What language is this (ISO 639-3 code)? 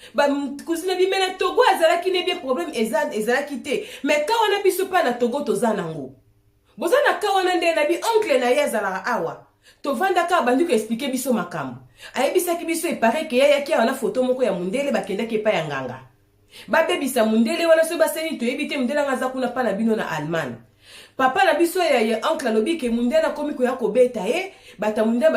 lin